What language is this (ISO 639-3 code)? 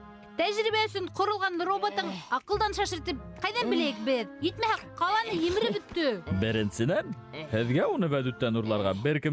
bak